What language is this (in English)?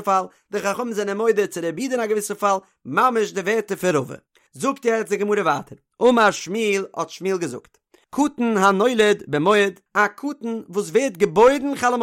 Yiddish